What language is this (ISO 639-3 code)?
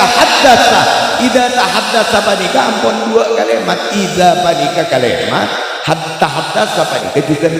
mad